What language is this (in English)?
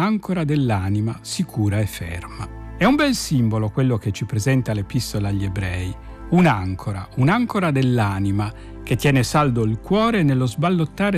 Italian